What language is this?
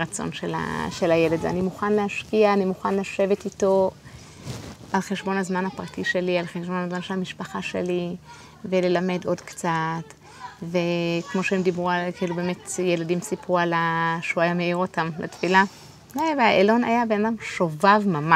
Hebrew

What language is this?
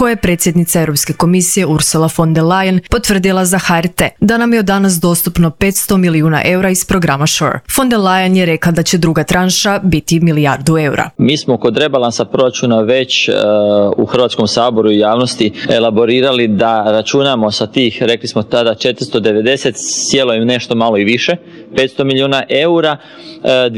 Croatian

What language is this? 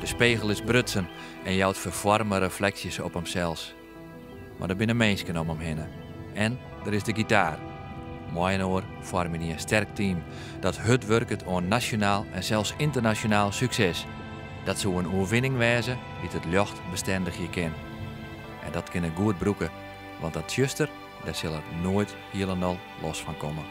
Western Frisian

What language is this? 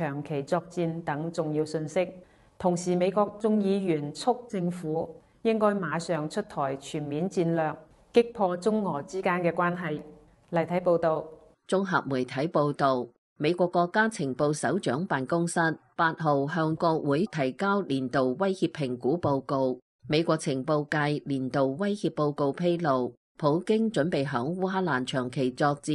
Cantonese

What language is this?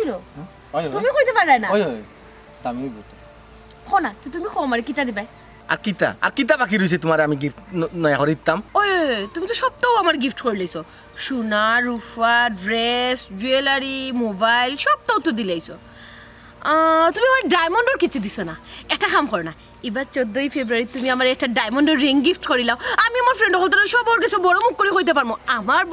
Sylheti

